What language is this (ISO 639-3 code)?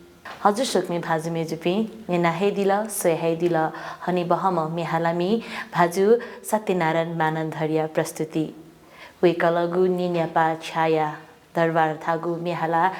new